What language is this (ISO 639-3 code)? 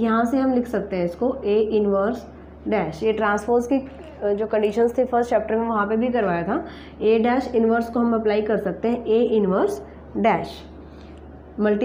hin